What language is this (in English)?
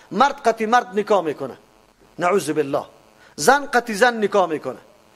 Persian